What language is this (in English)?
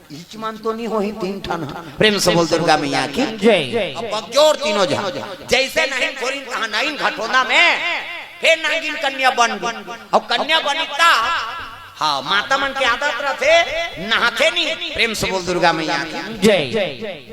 Chhattisgarhi